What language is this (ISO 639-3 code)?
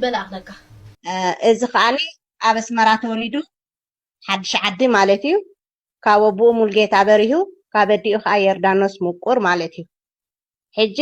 tir